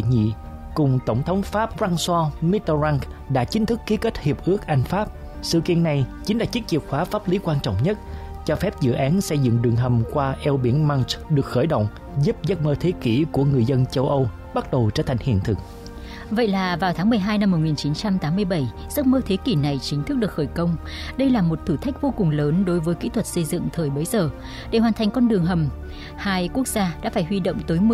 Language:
Vietnamese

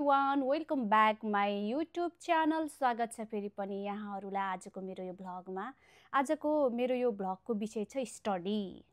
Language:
Nepali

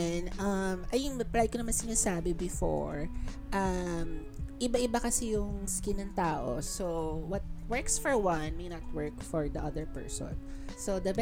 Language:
Filipino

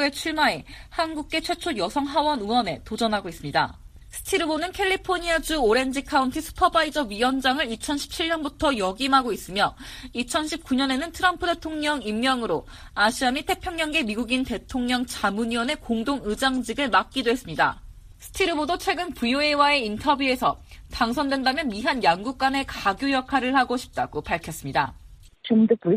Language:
Korean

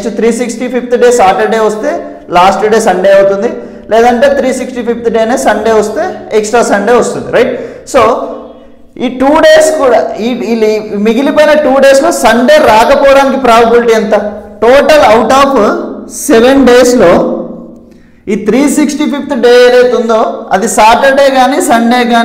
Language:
Telugu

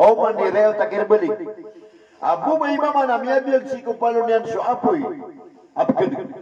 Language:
Maranao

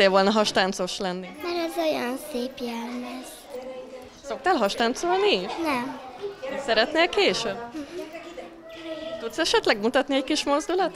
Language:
Hungarian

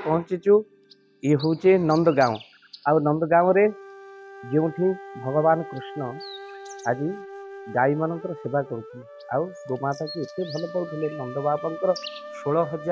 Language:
Odia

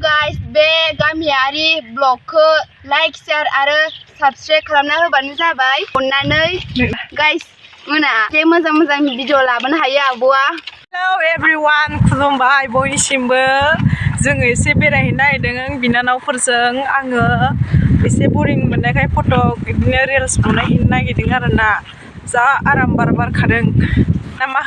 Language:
Bodo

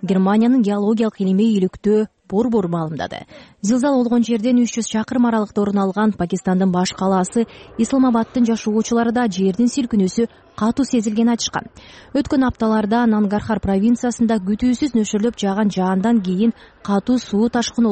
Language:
Kyrgyz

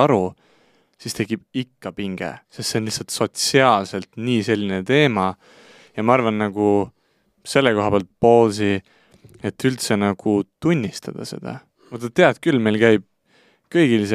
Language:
Estonian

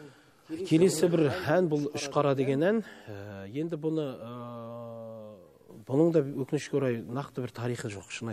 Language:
Kazakh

